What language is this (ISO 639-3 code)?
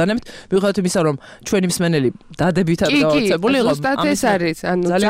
kat